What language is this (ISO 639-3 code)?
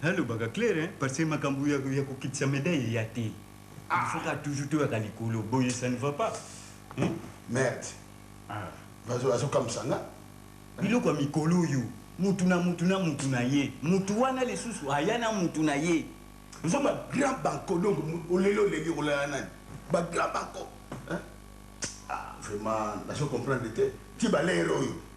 lin